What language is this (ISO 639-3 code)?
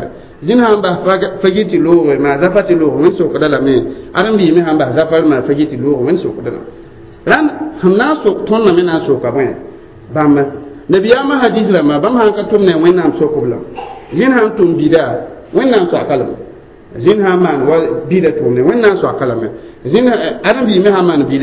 mos